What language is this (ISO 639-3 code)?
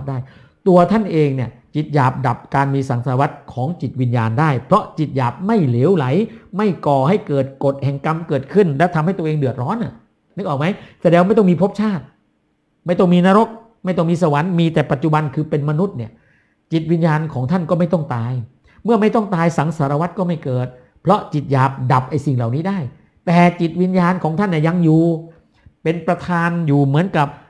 tha